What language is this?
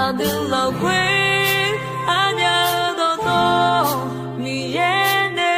Akha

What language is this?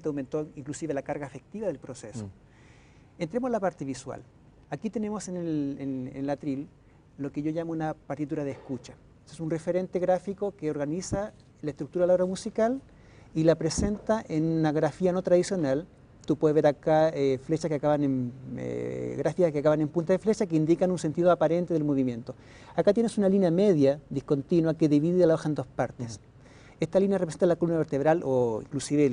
Spanish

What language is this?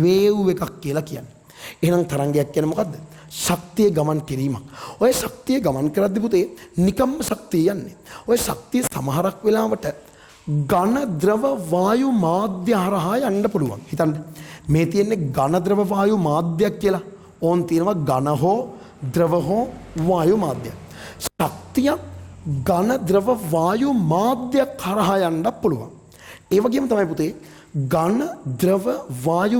Sinhala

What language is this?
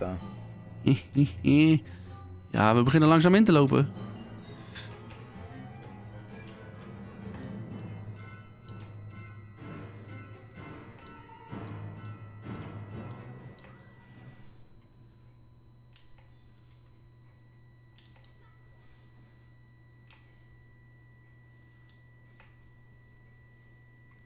Dutch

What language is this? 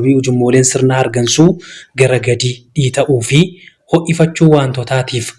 Oromo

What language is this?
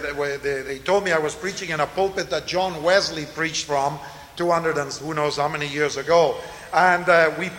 English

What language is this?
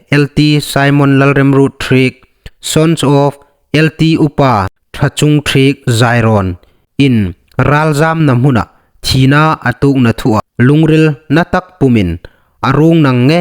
Hmar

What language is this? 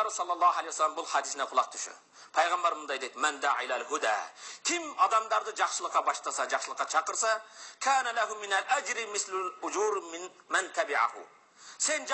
Kyrgyz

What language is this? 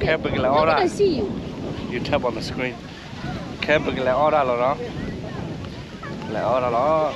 S'gaw Karen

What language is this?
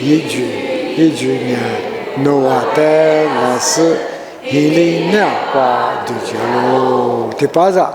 Lisu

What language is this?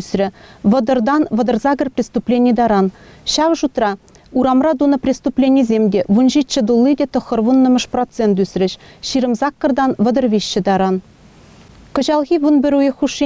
Chuvash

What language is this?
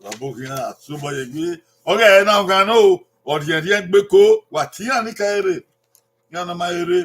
Bini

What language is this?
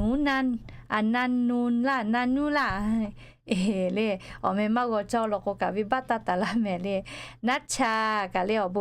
Lahu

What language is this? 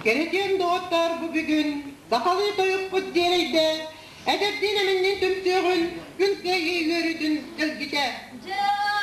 Yakut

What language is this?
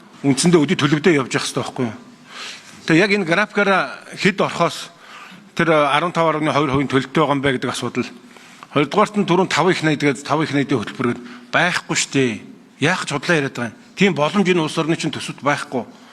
Mongolian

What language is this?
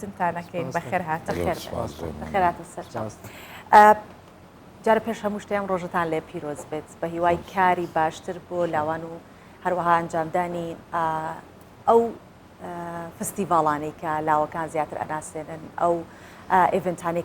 Central Kurdish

